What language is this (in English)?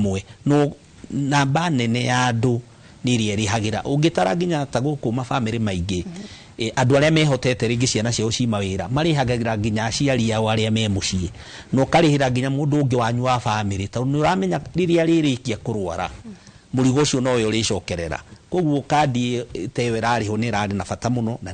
Kikuyu